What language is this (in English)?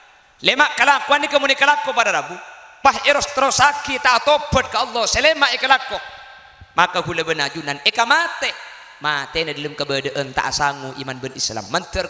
Madurese